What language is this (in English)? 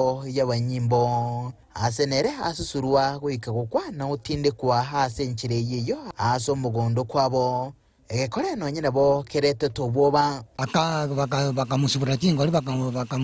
Gusii